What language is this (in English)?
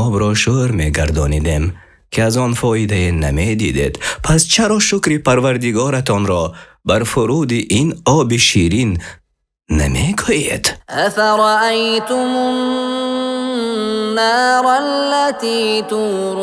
Tajik